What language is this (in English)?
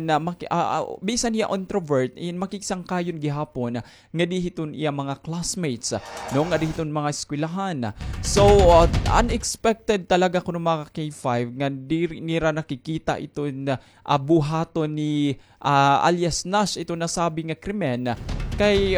Waray